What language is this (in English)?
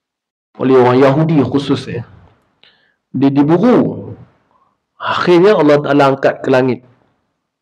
Malay